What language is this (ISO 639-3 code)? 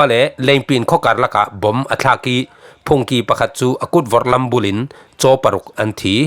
cfm